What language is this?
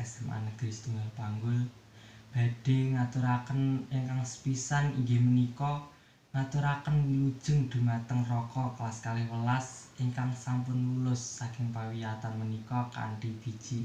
Javanese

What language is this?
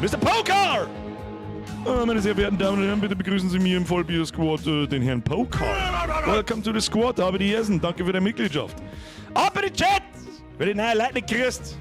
Bavarian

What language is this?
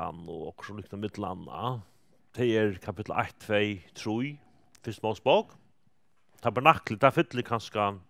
Faroese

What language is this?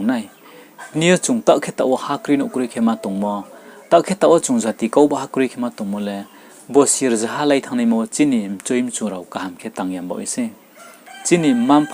Riang (India)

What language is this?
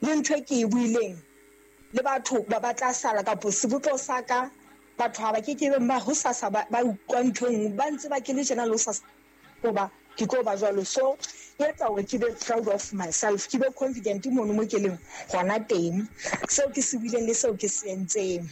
Southern Sotho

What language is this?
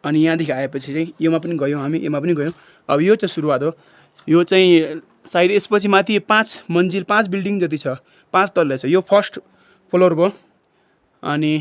Nepali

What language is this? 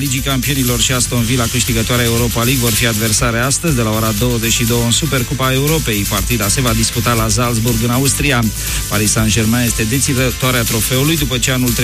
Romanian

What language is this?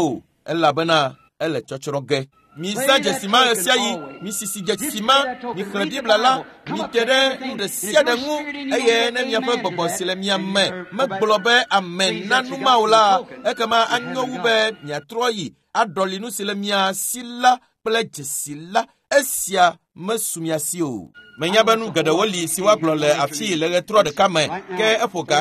Ewe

